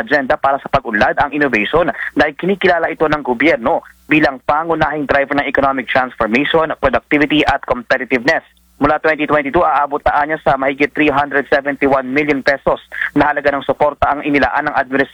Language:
Filipino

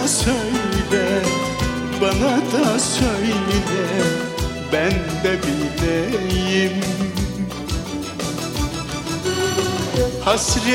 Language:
Turkish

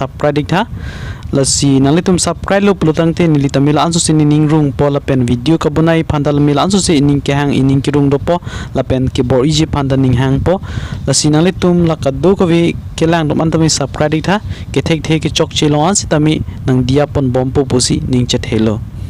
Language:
Karbi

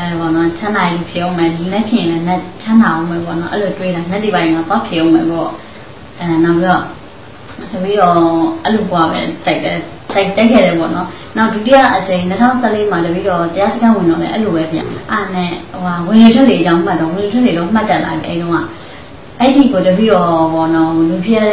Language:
Burmese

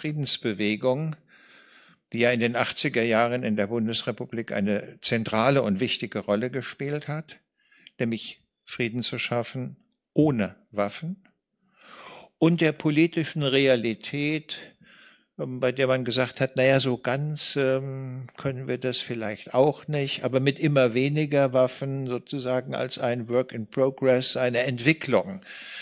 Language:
German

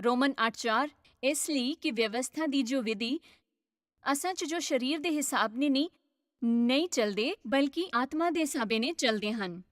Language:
Dogri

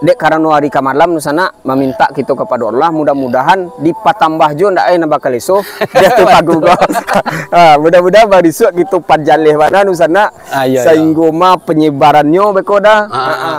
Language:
Minangkabau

